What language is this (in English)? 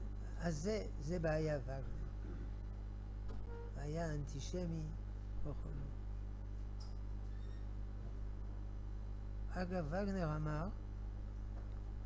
Hebrew